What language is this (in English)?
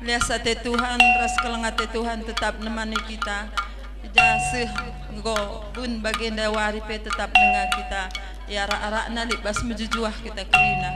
Batak Karo